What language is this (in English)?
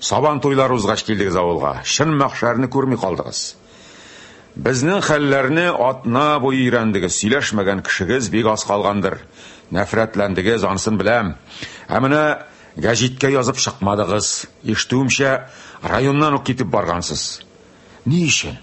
Tatar